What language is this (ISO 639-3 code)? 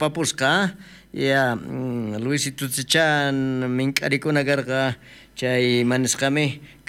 quh